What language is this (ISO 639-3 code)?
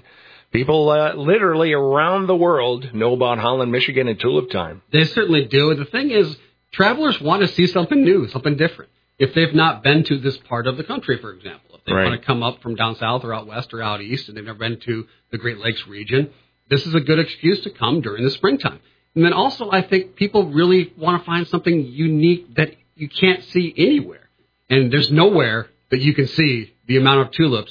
eng